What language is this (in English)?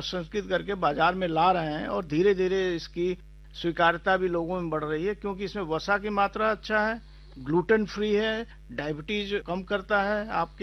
Hindi